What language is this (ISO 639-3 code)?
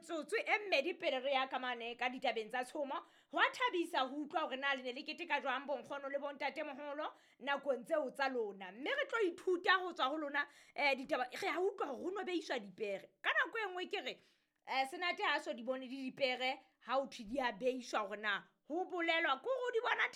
sot